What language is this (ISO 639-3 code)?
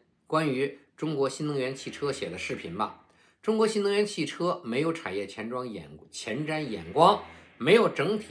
zho